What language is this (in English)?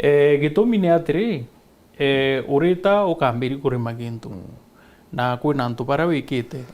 Meru